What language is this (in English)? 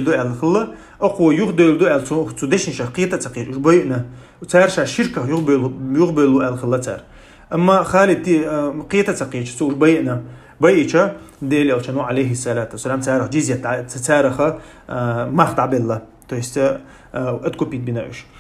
Chechen